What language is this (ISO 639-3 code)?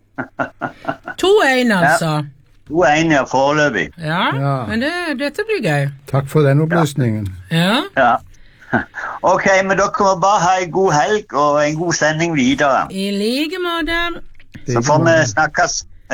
nor